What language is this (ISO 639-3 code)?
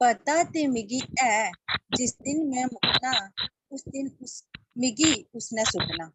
doi